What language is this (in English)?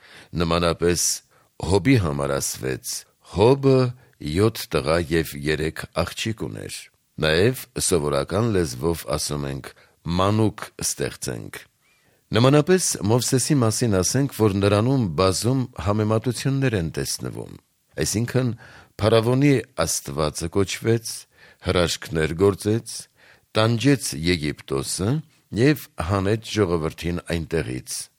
Armenian